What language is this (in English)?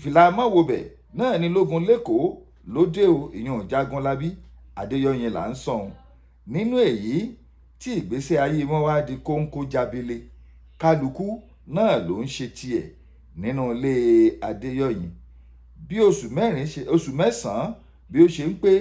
Yoruba